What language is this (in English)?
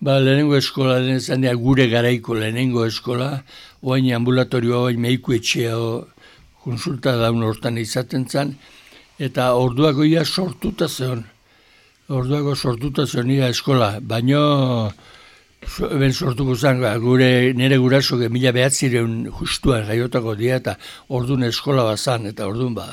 Basque